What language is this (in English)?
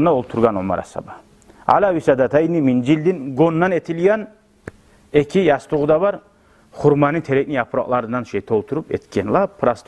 Kumyk